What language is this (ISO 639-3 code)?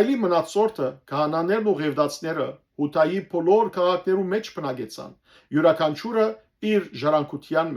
hyw